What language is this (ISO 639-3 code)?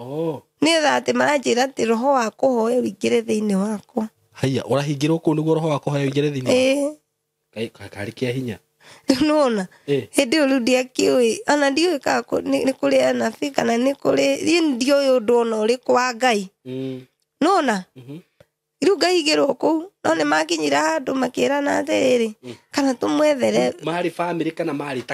kik